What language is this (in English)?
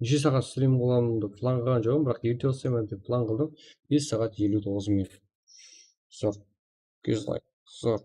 Kara-Kalpak